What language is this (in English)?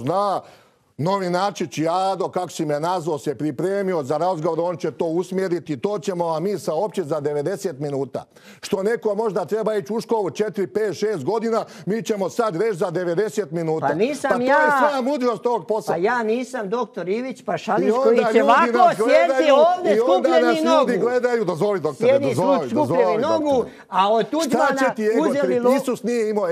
Croatian